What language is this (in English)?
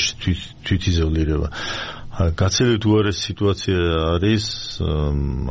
Georgian